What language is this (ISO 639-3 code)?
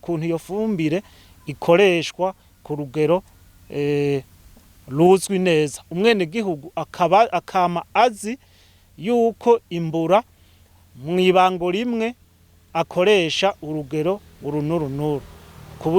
run